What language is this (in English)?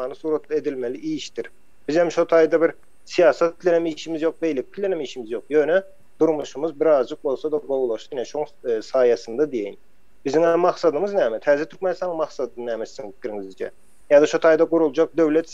Turkmen